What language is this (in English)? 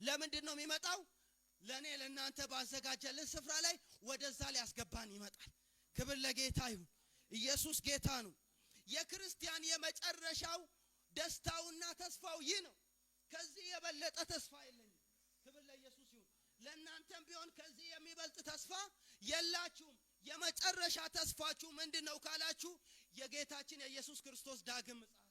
Amharic